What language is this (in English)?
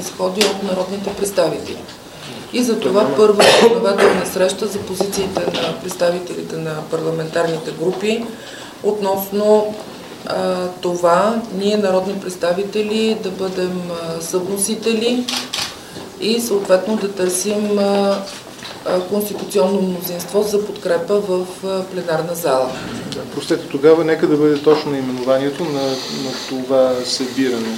Bulgarian